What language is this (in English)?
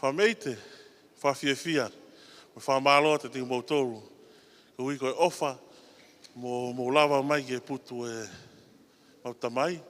Tongan